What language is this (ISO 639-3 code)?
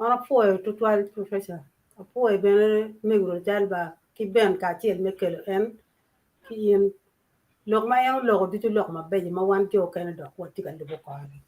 ach